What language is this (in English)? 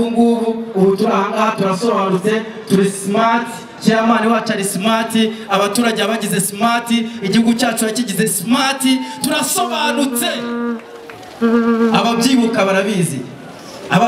Kinyarwanda